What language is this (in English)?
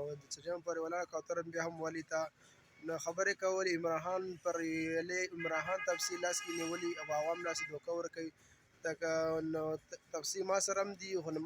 Pashto